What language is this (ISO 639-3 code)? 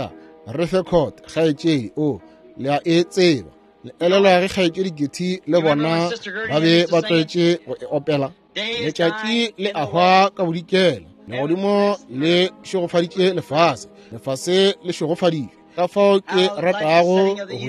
nso